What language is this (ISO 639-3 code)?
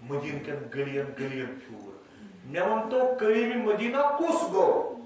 kas